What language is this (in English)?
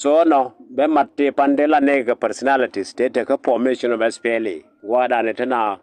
Nuer